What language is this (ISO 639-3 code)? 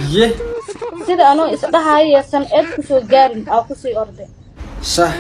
som